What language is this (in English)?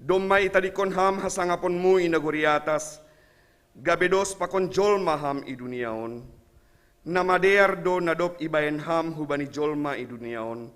Batak Simalungun